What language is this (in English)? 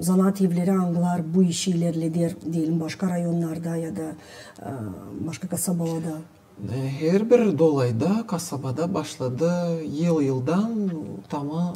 Gagauz